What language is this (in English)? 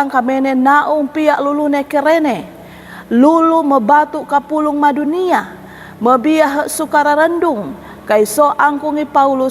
Sangir